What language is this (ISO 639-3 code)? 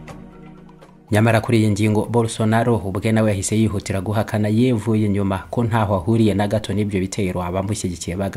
kin